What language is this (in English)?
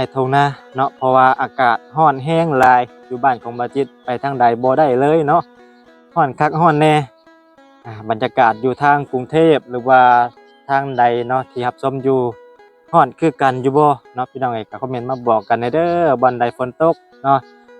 Lao